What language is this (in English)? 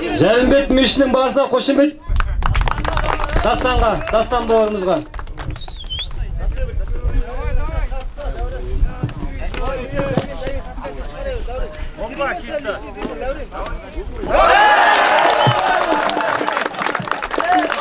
Kazakh